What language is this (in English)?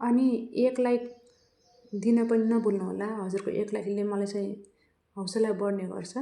Nepali